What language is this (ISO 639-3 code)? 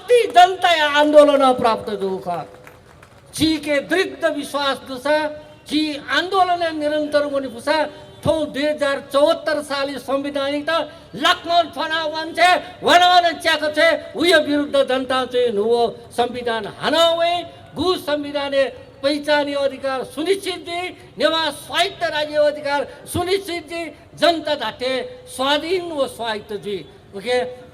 new